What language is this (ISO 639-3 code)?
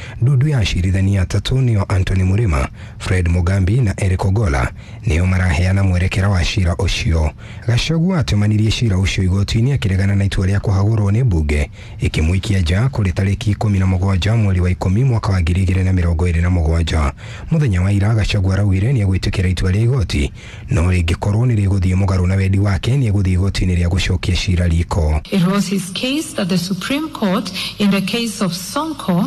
kik